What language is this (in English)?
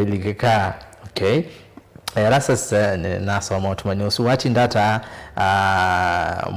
Kamba